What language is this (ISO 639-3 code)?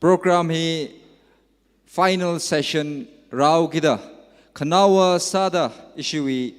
nmf